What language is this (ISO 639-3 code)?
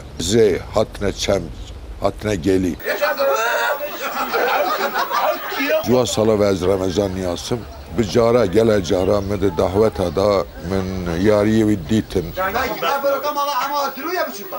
kur